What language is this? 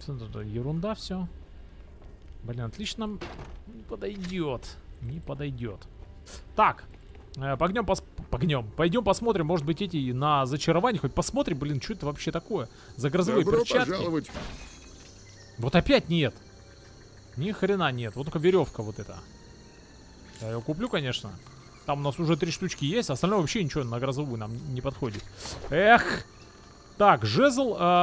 Russian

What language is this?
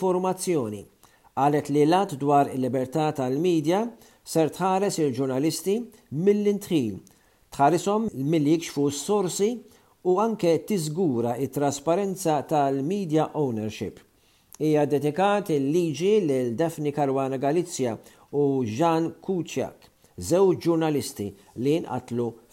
Maltese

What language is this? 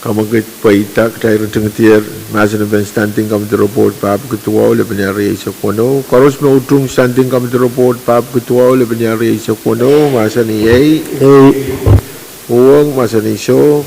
Pohnpeian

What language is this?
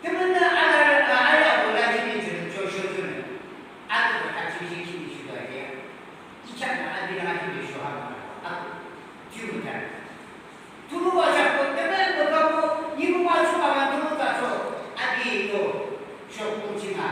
Yimchungru Naga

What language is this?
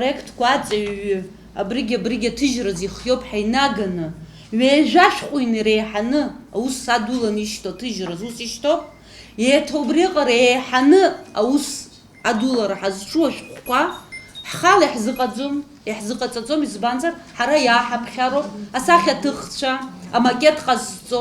Abkhazian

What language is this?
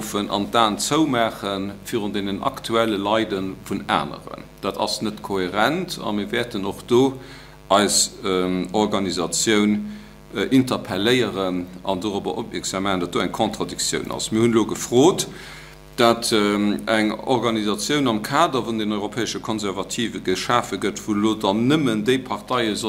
Luxembourgish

